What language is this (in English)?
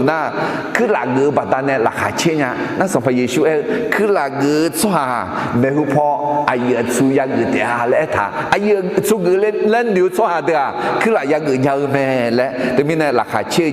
Akha